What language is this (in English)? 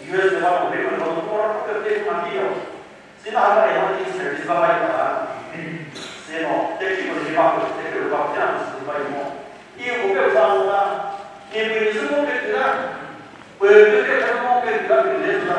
Chokri Naga